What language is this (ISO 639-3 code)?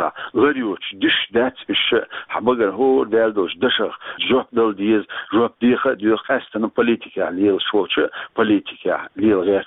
che